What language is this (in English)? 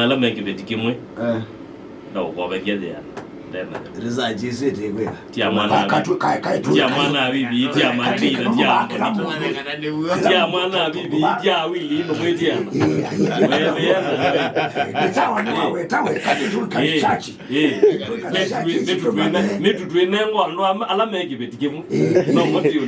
Kamba